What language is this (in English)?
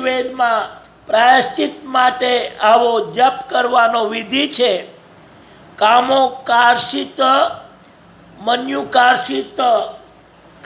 Gujarati